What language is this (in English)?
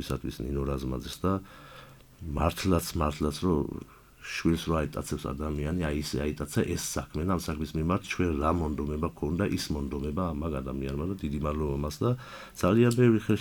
Georgian